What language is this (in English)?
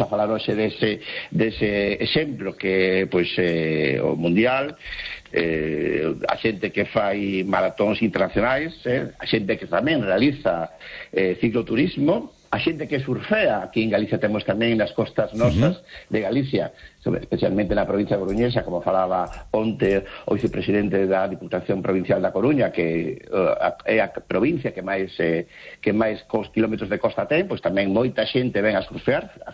Galician